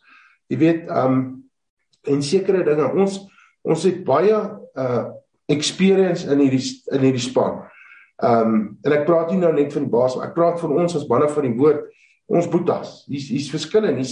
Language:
Afrikaans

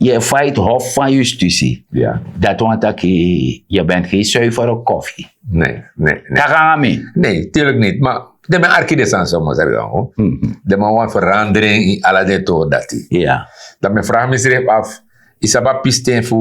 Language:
Sranan Tongo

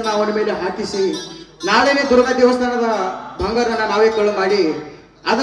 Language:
Kannada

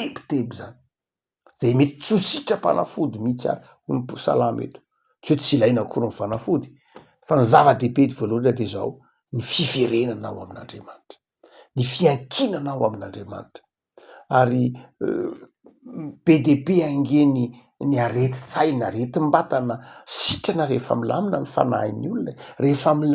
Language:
Malagasy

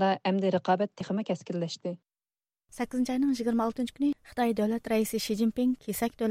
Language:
Uyghur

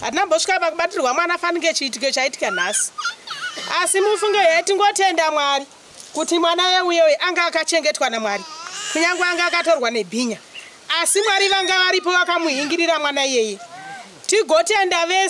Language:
Shona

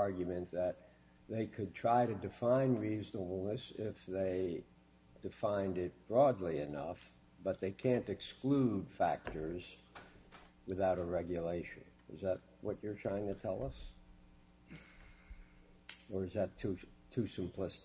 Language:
English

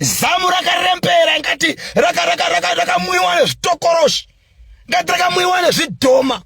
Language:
Shona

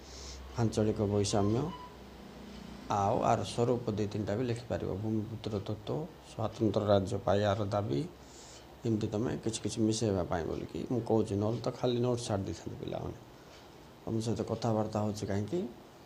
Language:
Odia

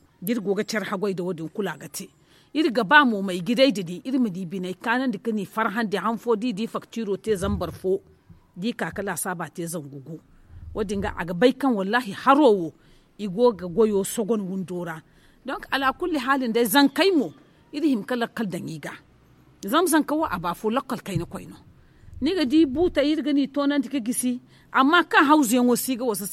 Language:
Zarma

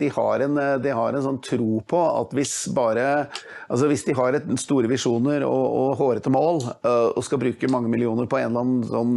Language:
Norwegian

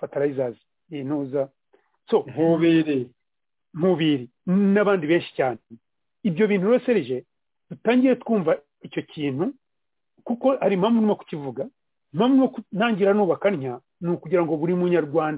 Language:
Kinyarwanda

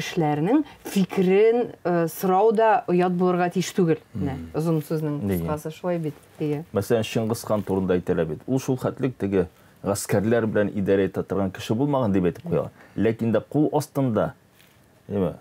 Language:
Tatar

